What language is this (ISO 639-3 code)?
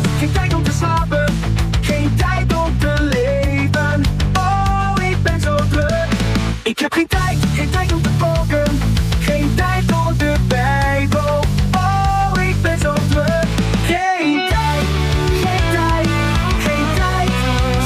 nld